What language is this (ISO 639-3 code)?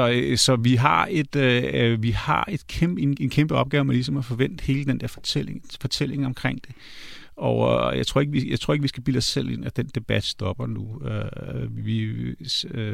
dan